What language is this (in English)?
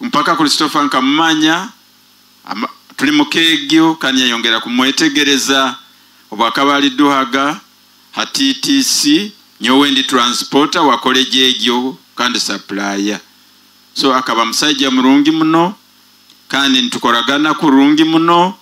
Nyoro